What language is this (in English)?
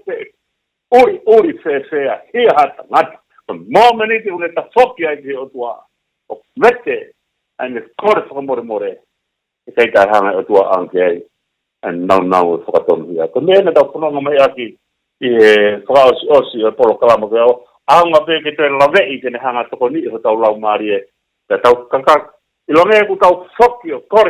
Tongan